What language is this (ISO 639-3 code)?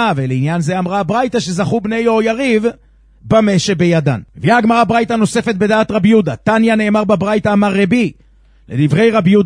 heb